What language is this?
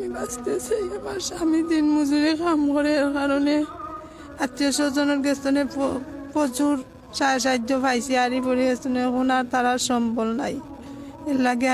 Sylheti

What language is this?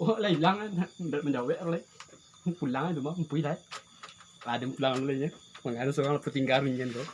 Minangkabau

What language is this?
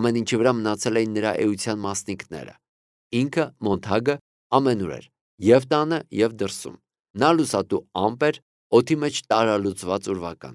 Armenian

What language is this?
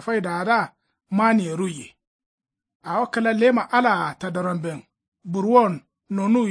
Kanuri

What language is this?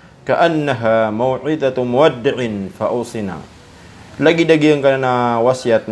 Maranao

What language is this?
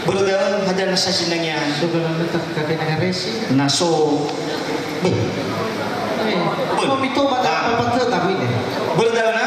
Nias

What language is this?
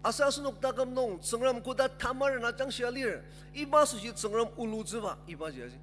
Ao Naga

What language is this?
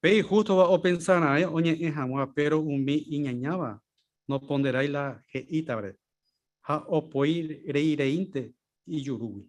Guarani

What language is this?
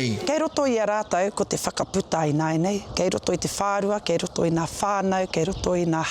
Māori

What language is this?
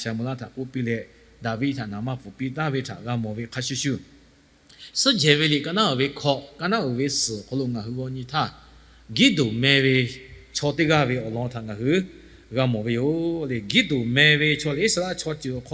Lahu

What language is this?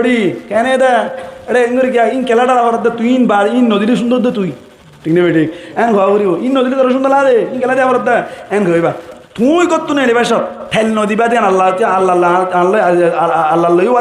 Rohingya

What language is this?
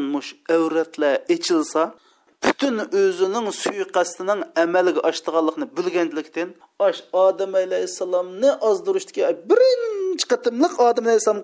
Uyghur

